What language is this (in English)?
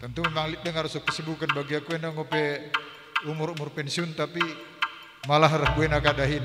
Batak Karo